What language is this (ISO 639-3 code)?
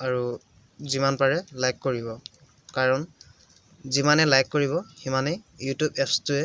asm